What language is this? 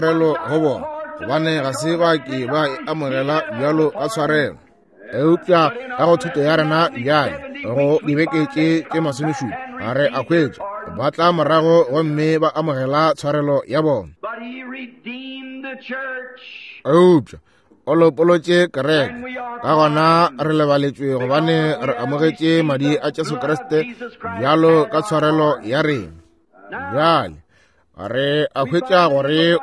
Northern Sotho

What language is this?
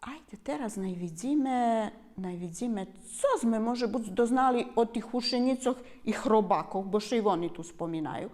Rusyn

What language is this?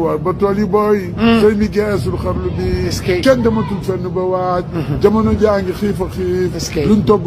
Wolof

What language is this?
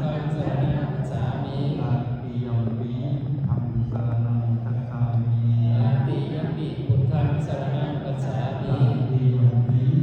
Pali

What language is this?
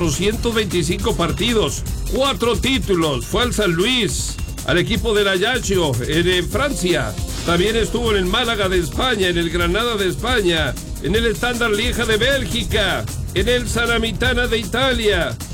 Spanish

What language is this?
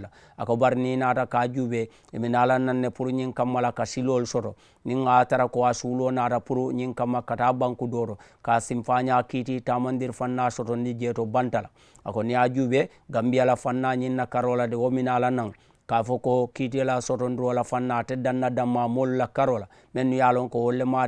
Mandingo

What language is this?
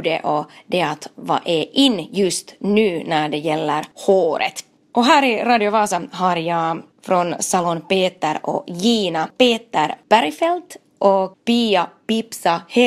Swedish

